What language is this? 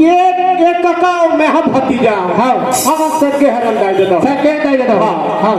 Chhattisgarhi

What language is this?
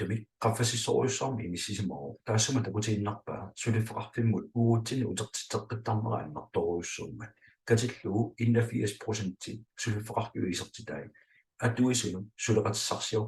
Kalaallisut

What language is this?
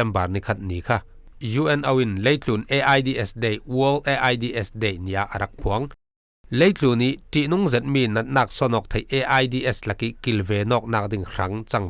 Falam Chin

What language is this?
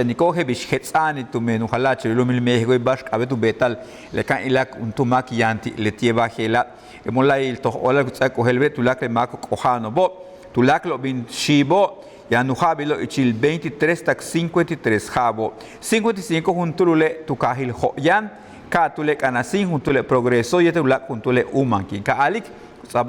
Yucateco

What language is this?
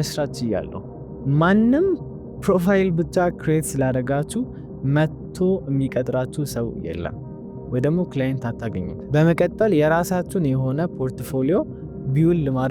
Amharic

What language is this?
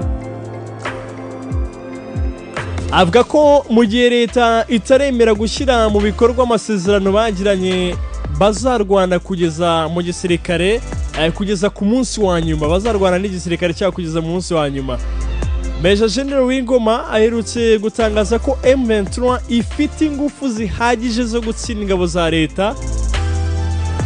Kinyarwanda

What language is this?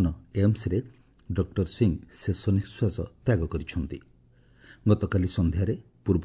Odia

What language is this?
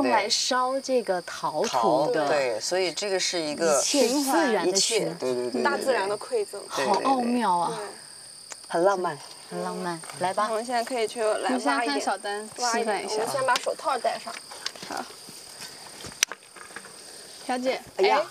Chinese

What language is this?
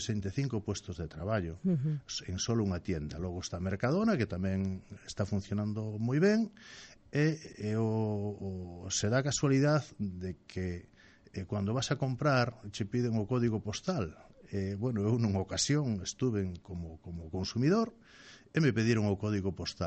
Galician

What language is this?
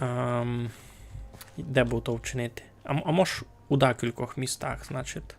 Rusyn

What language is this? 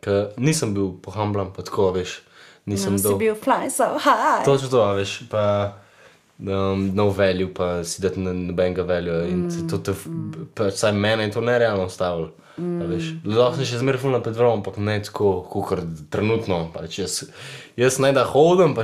Slovenian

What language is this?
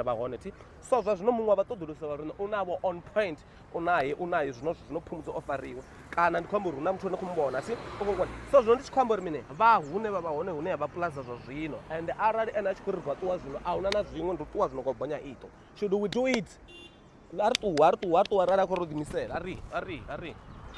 Venda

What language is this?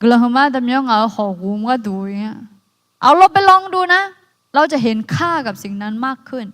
Akha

